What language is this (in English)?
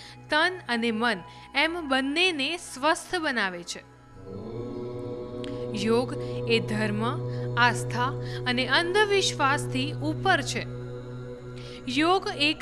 Gujarati